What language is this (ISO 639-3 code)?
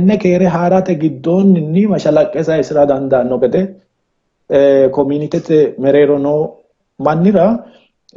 sid